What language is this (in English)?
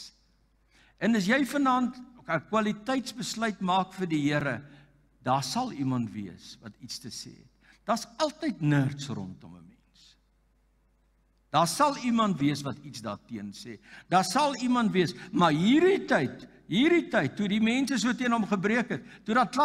Afrikaans